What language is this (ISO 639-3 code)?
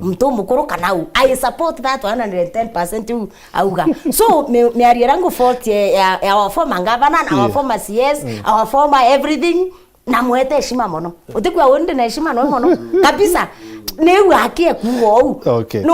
mer